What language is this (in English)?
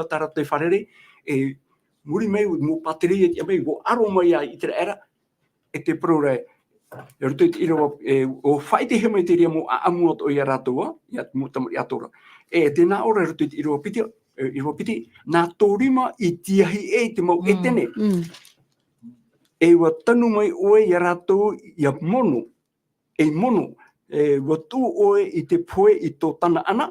Tahitian